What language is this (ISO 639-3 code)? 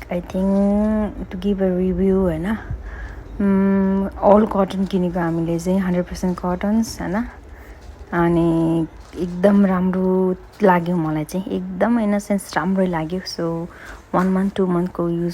nep